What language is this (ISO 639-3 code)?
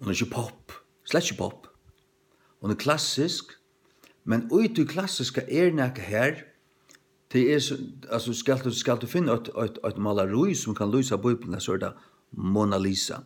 fao